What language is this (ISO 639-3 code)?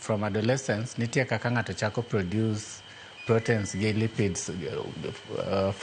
luo